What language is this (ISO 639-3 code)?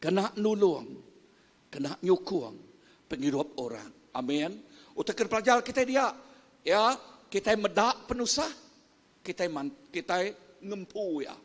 iba